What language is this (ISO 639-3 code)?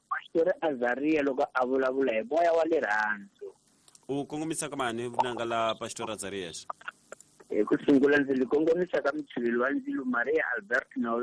tso